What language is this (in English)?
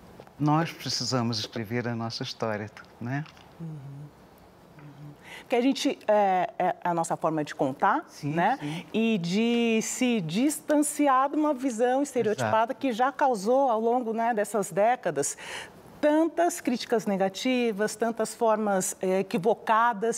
Portuguese